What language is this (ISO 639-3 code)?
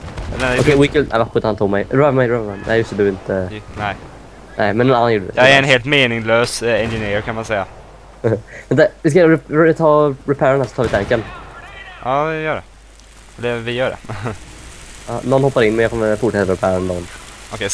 swe